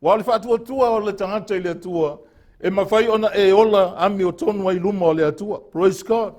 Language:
Samoan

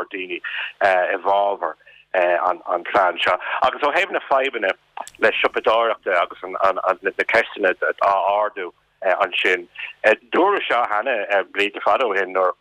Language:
Irish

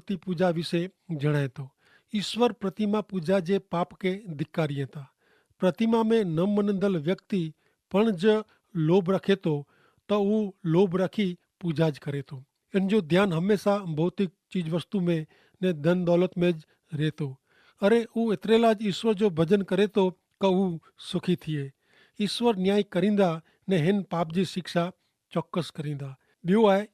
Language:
Kachhi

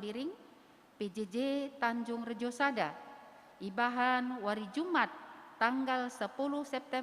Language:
Batak Karo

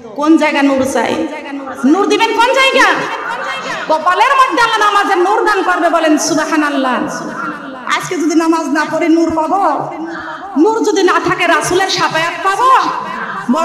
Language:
Bangla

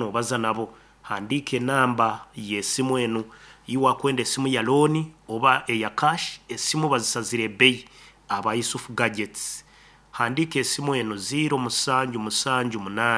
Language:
Nyankole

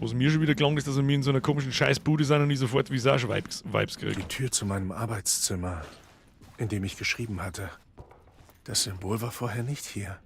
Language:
Bavarian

